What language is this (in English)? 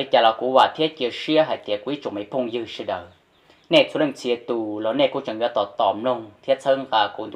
Hmong